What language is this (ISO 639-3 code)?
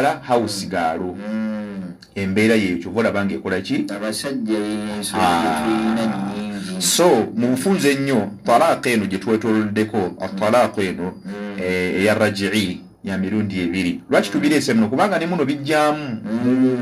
lug